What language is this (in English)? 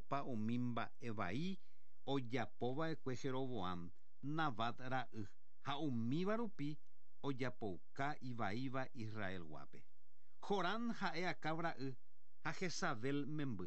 Guarani